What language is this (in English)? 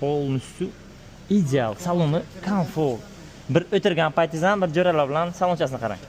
Uzbek